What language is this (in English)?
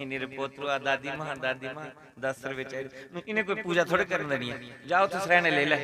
Dogri